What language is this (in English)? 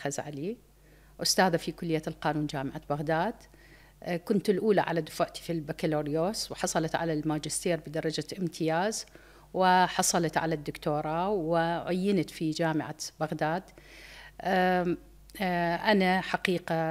Mesopotamian Arabic